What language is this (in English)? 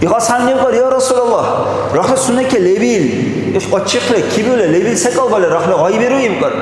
Dargwa